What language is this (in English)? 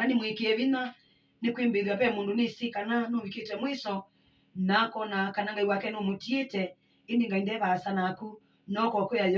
Kamba